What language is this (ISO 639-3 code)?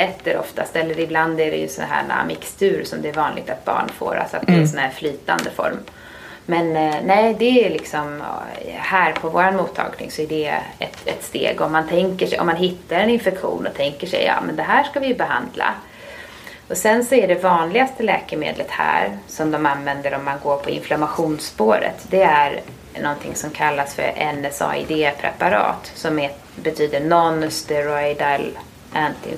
swe